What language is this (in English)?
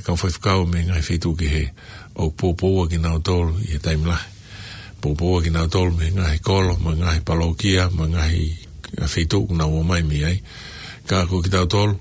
Tongan